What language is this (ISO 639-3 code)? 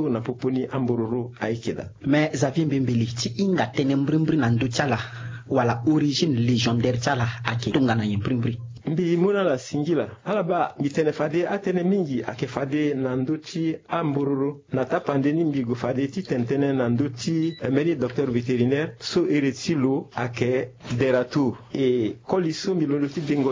sag